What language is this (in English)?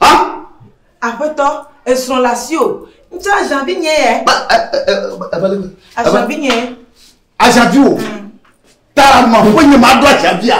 Ewe